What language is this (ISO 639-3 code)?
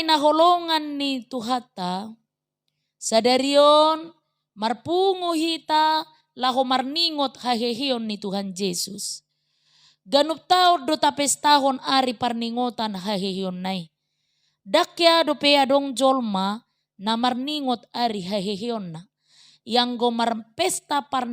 bbc